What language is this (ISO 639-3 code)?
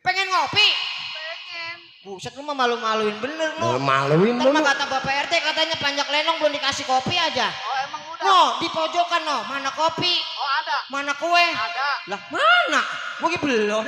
bew